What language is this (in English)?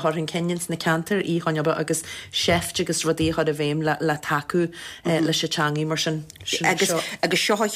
Irish